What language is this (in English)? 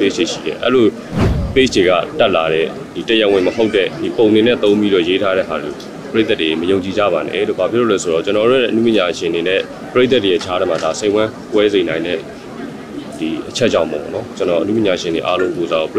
Burmese